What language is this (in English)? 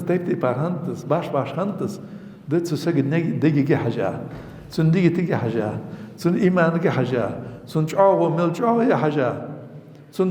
Ingush